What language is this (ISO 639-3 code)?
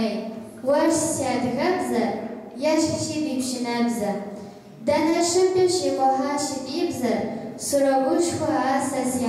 kbd